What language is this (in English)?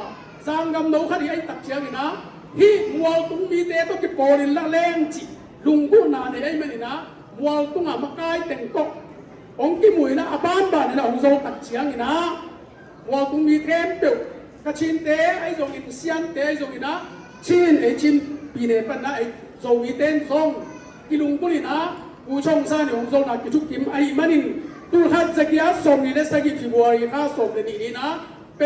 Tedim Chin